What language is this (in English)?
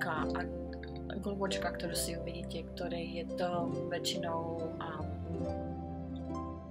Slovak